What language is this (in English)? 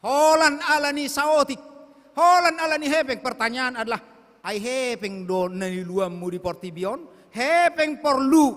Batak Toba